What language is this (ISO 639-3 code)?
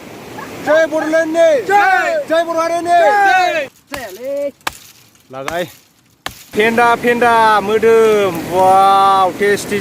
brx